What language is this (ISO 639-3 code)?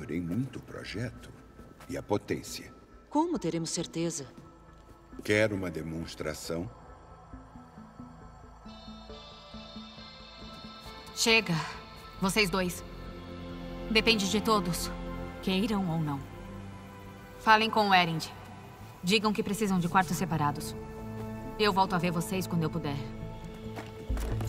por